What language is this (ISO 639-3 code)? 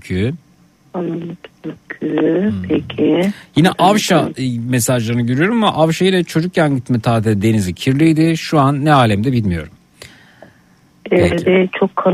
tur